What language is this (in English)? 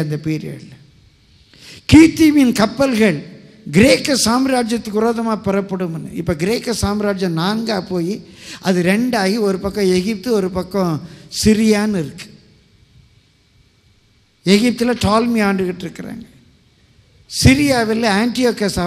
Tamil